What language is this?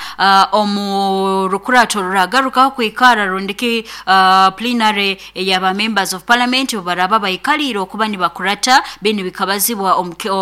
Nyoro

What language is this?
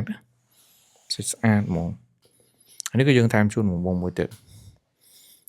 Khmer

